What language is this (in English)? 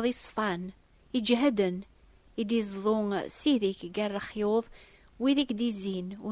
Kabyle